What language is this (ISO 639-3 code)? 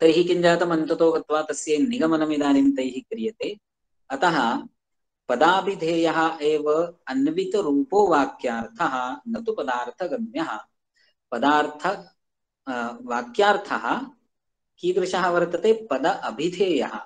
san